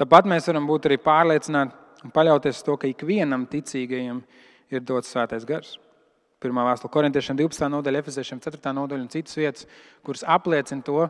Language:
Latvian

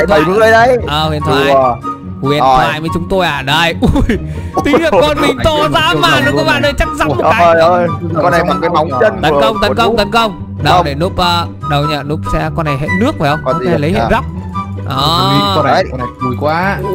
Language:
Vietnamese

